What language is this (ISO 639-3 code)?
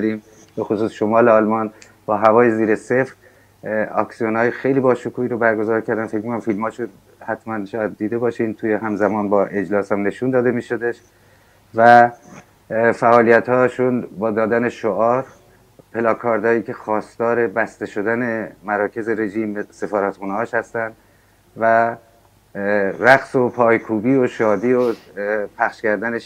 fas